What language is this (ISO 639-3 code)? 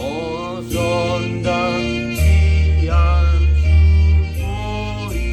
bbc